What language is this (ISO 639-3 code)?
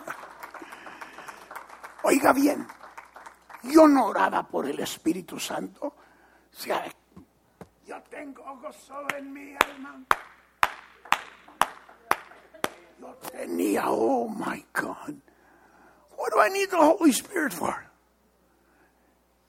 spa